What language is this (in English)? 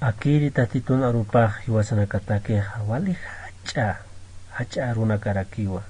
Aymara